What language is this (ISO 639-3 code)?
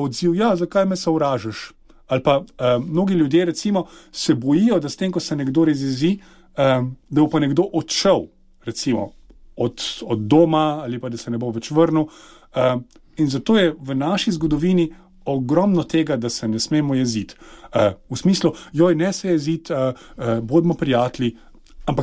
slv